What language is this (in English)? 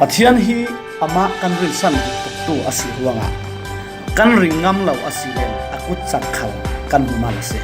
Falam Chin